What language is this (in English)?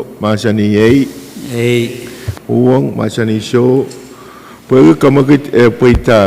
Pohnpeian